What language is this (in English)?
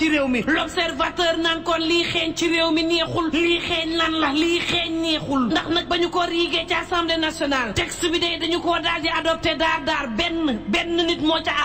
Wolof